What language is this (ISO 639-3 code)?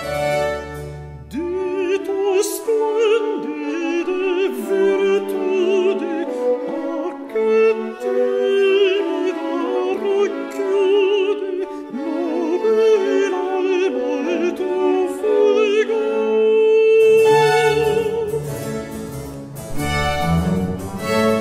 ita